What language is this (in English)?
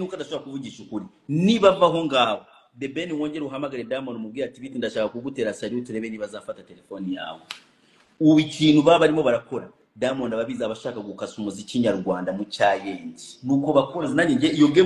Kinyarwanda